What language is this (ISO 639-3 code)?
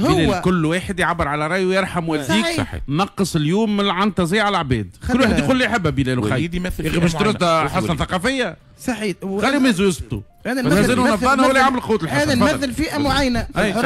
aeb